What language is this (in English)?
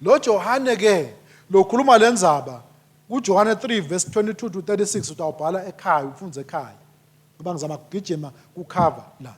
Swati